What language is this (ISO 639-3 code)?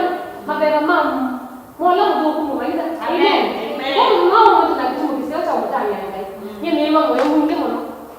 kam